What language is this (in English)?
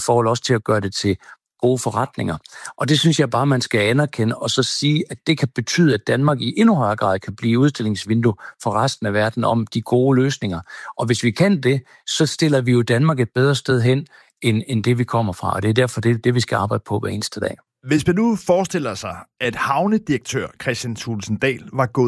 Danish